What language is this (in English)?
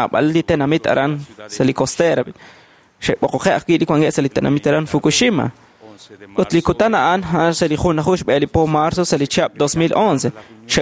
Kekchí